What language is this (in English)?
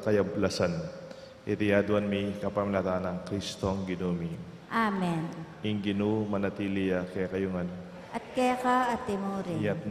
Pampanga